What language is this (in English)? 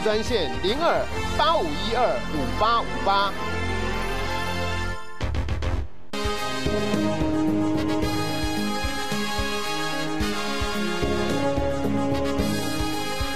Chinese